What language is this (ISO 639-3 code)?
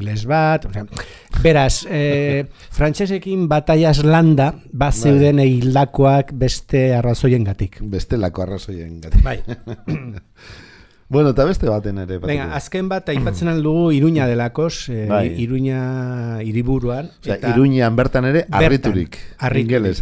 eus